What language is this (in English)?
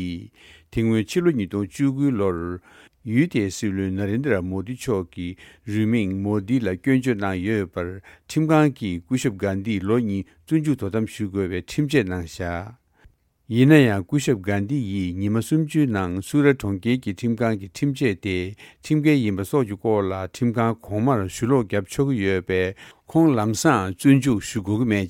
Tibetan